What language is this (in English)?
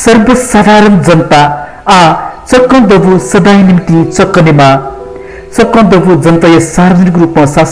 Newari